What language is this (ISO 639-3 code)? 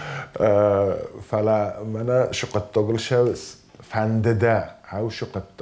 oss